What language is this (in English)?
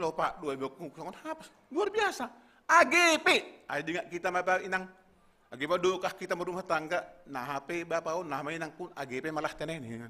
Batak Simalungun